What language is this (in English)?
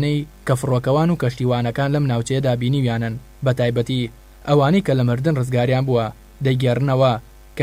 Central Kurdish